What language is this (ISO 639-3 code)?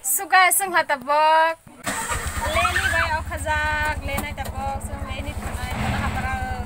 trp